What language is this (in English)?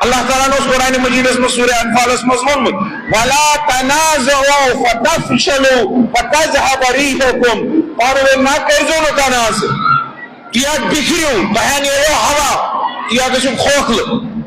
Kashmiri